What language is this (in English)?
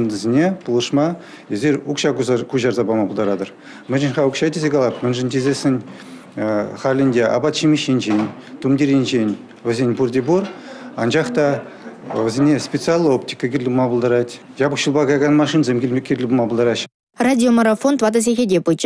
Chuvash